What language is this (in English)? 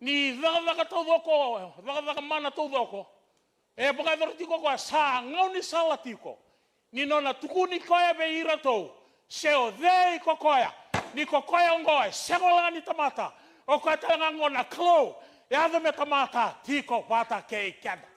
Fijian